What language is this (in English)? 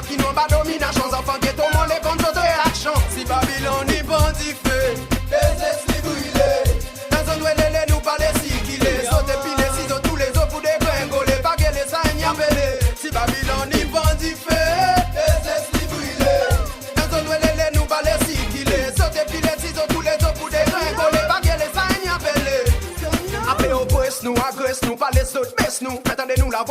Seselwa Creole French